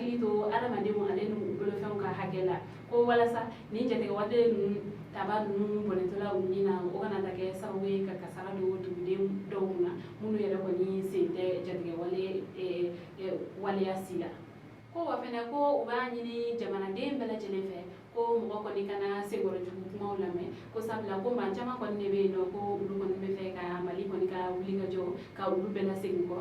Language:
Bambara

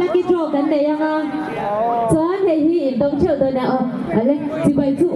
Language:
Hmar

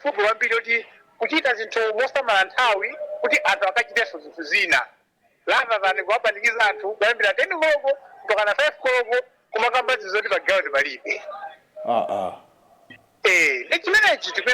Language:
Nyanja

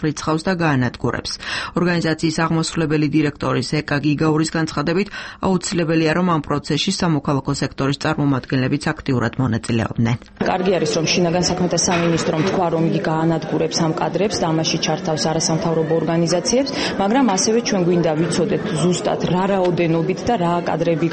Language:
Georgian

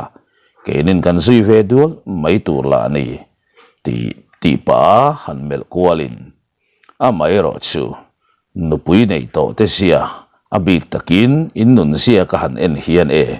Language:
Mizo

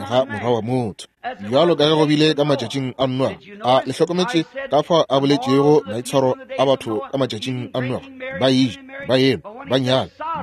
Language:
Northern Sotho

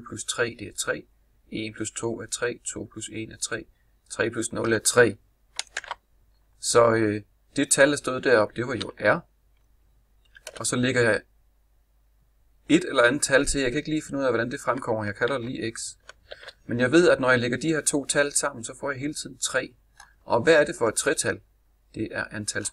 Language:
Danish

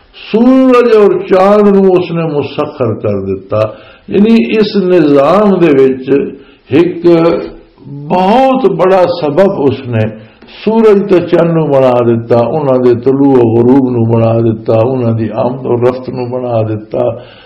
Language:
Western Panjabi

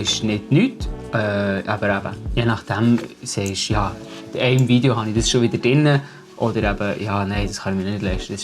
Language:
Swiss German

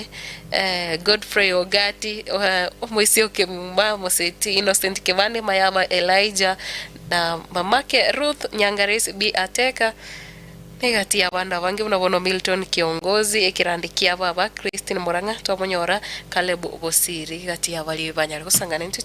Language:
Gusii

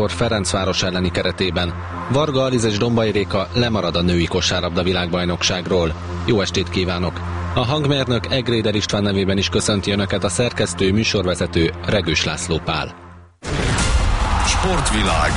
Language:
Hungarian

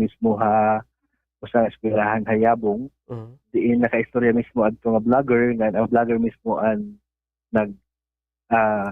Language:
Waray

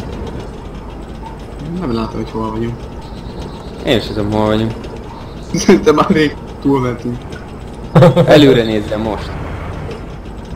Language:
Hungarian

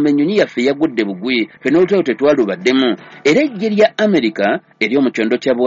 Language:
Ganda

